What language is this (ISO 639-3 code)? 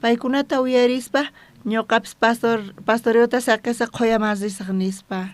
quh